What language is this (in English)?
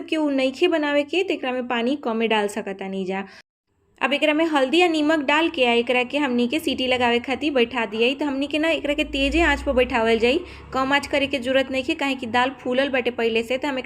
Bhojpuri